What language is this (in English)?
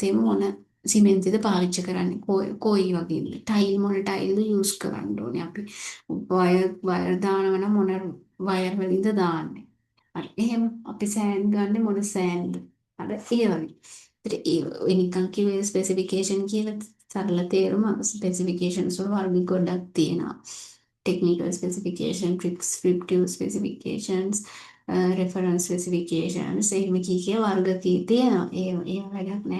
Sinhala